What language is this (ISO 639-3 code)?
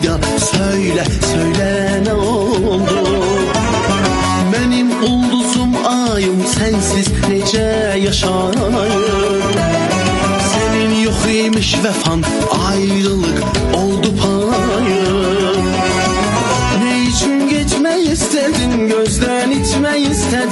fas